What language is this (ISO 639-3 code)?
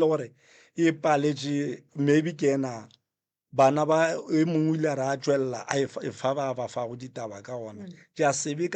nso